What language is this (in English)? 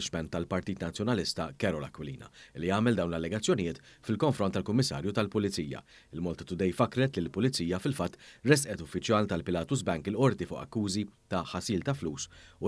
Maltese